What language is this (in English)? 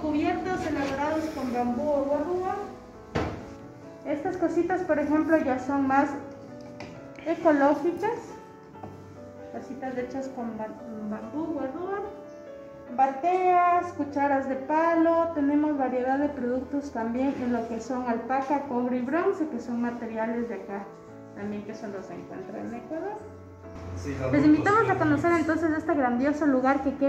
Spanish